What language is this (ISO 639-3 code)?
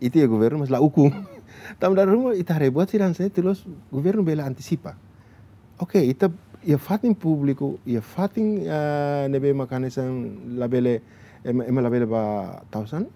tet